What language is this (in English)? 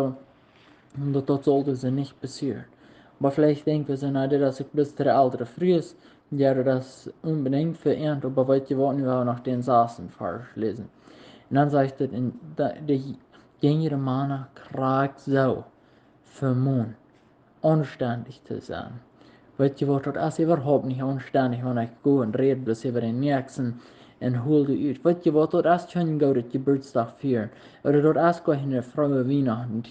Plautdietsch